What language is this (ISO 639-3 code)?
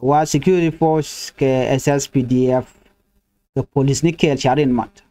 nus